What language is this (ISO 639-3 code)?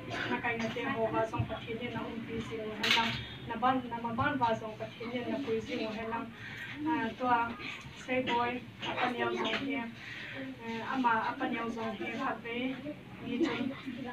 hmr